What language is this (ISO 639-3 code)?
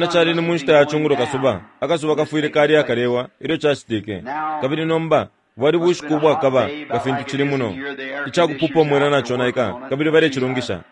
bem